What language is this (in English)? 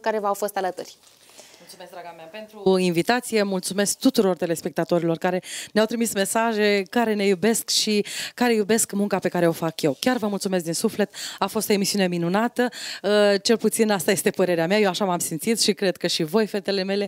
Romanian